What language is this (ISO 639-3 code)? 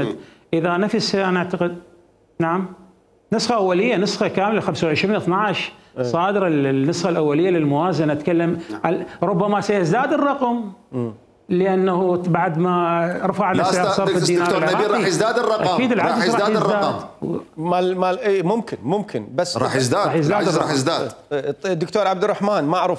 acm